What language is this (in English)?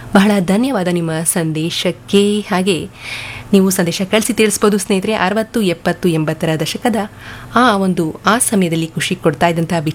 Kannada